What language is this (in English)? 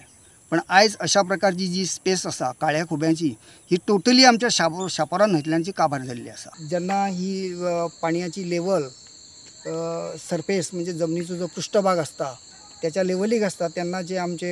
Konkani